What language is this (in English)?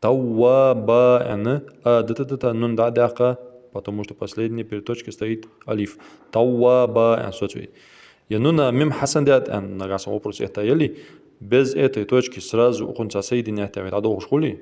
Ingush